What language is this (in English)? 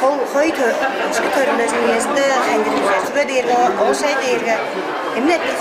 Tuvinian